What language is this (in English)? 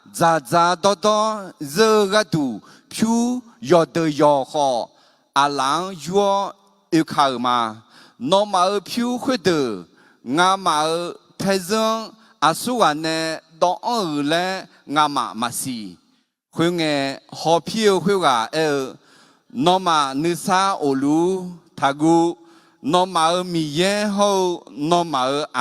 Akha